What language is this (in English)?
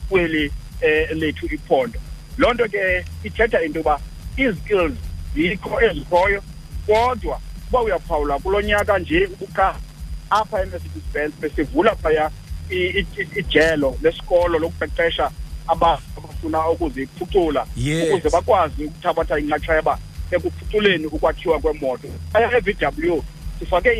Xhosa